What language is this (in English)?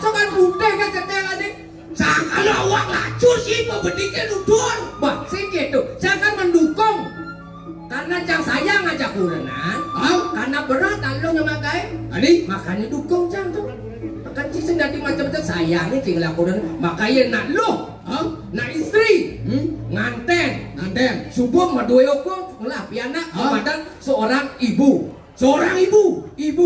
Balinese